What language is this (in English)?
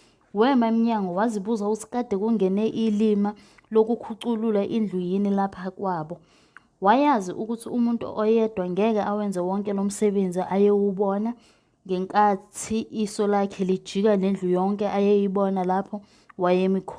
Zulu